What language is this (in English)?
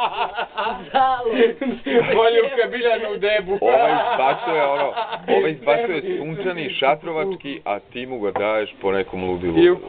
Serbian